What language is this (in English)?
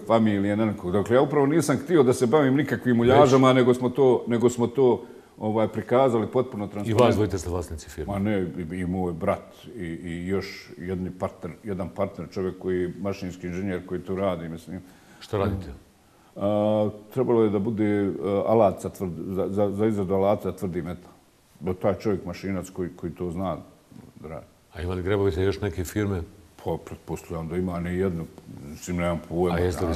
Bosnian